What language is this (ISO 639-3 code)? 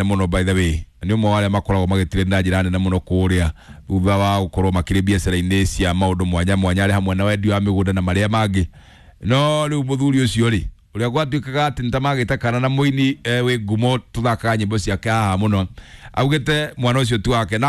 kik